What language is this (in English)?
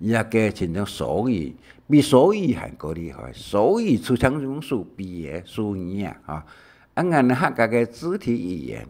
Hakka Chinese